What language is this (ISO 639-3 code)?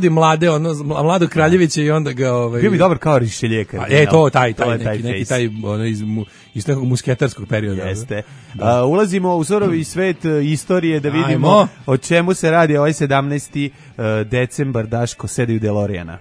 srp